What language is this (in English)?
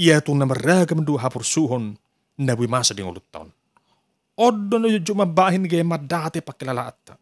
Batak Toba